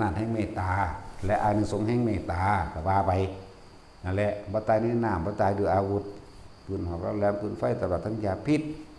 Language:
Northeastern Thai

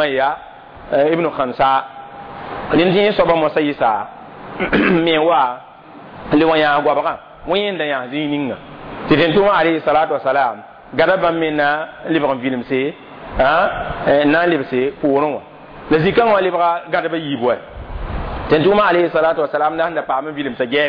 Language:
Mossi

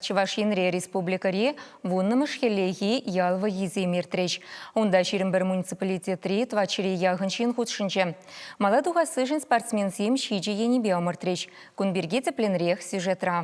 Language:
Chuvash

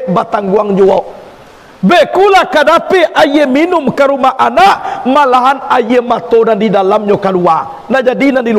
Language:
Minangkabau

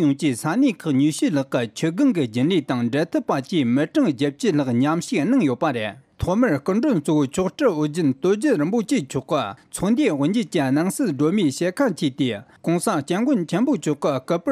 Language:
Tibetan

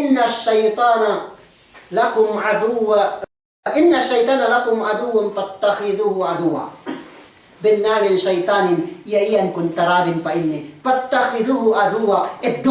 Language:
Yakan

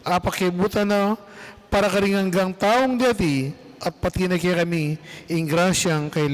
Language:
Pampanga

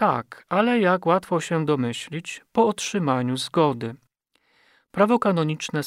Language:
Polish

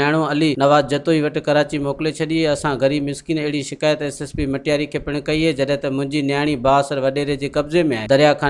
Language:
Sindhi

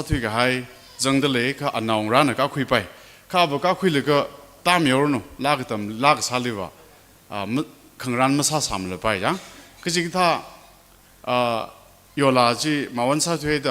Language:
Tangkhul Naga (India)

